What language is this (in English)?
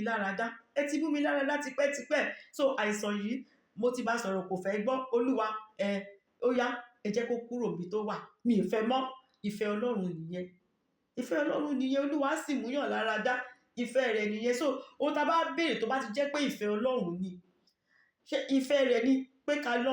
Yoruba